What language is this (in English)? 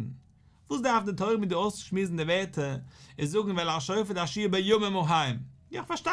Yiddish